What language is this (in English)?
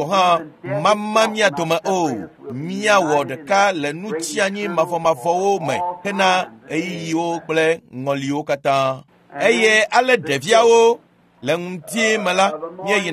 Ewe